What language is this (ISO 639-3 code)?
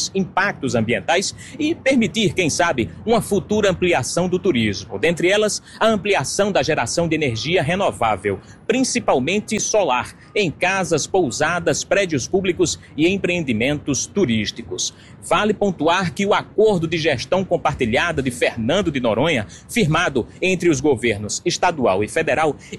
por